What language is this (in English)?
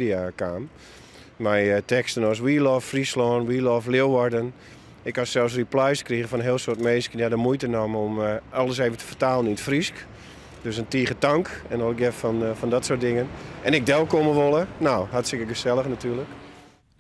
Western Frisian